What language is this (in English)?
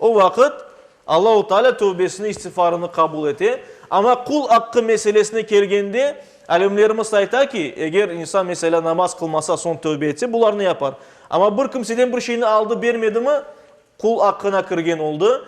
Crimean Tatar